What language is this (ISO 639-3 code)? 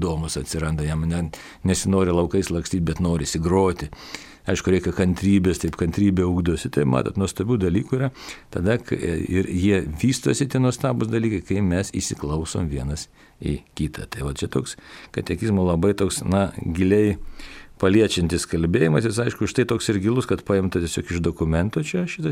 lit